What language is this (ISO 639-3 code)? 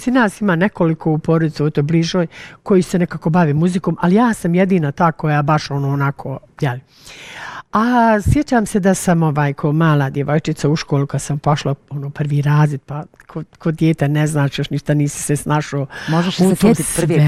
bos